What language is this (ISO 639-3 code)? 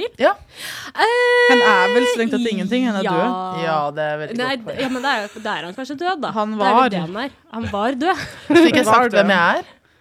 nor